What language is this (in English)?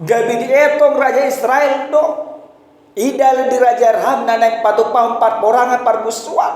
Batak Toba